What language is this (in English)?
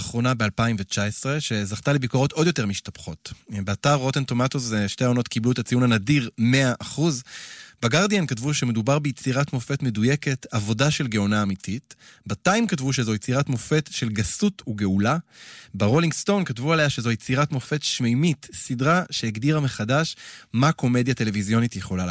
Hebrew